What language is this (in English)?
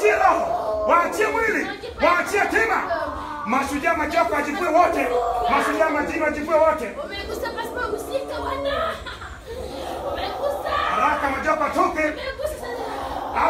Swahili